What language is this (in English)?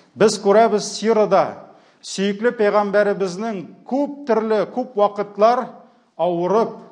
Tatar